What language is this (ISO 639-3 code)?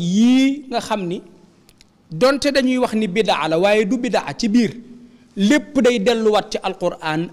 wol